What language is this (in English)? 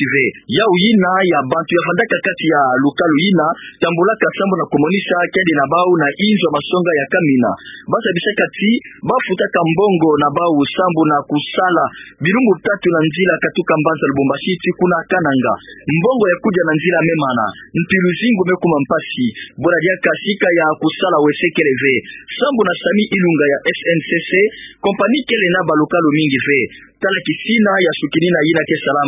Kituba (Democratic Republic of Congo)